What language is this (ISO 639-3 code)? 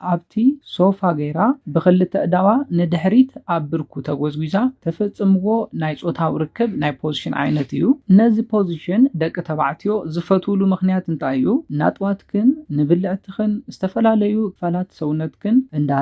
tir